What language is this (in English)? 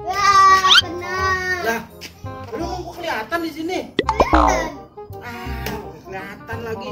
Betawi